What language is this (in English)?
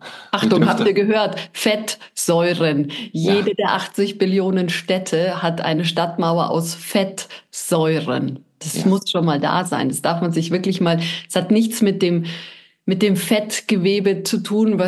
German